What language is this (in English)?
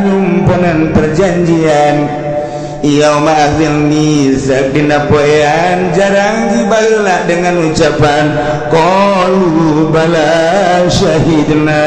Sundanese